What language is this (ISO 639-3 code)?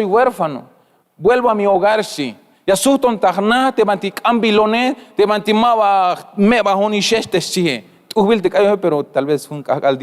tzh